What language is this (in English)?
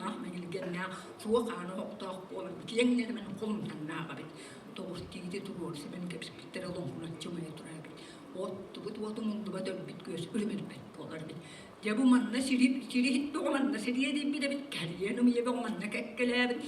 Yakut